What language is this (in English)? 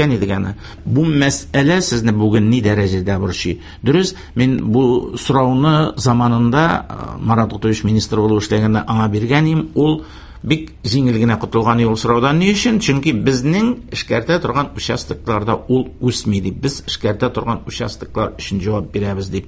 Tatar